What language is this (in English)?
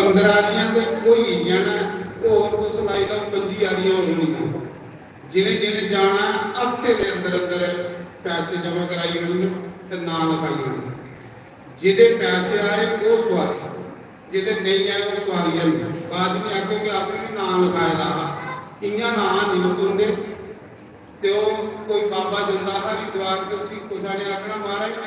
Dogri